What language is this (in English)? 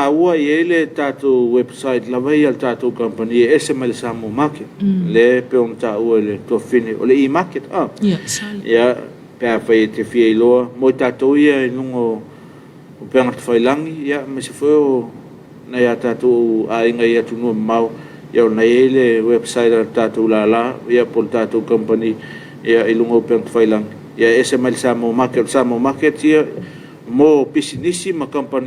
Samoan